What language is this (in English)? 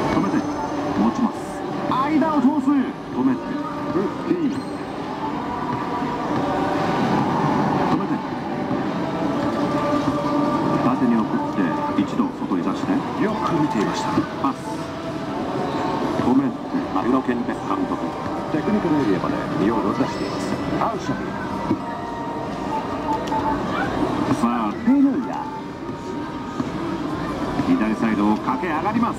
Japanese